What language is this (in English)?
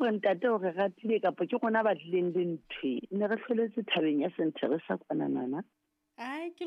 Southern Sotho